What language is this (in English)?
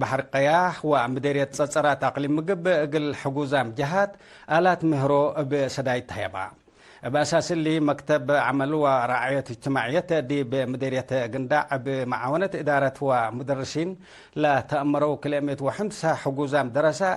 Tigre